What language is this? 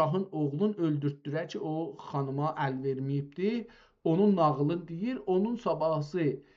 South Azerbaijani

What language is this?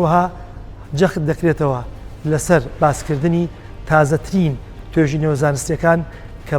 Central Kurdish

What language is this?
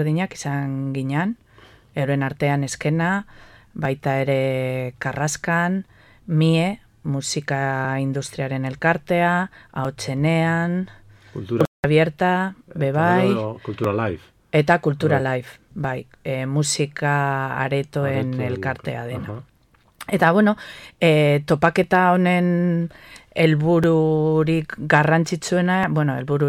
Basque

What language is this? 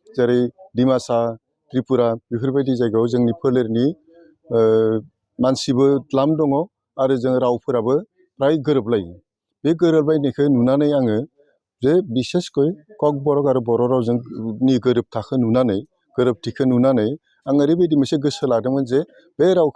Bodo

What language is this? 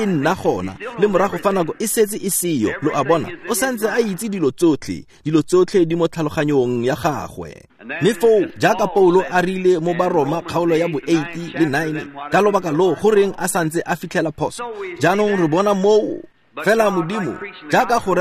Tswana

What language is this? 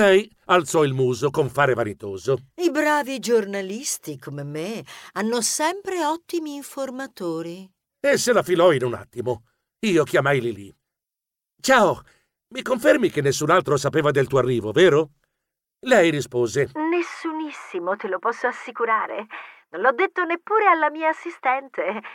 Italian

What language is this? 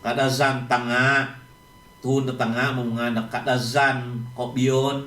Central Dusun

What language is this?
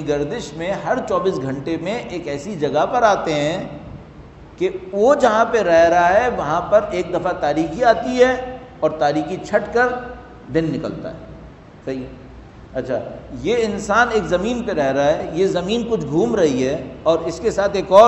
Urdu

